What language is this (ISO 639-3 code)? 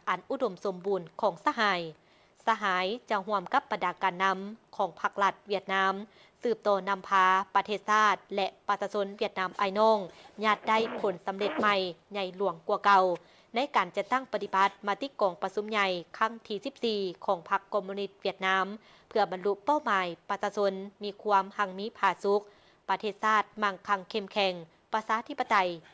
lao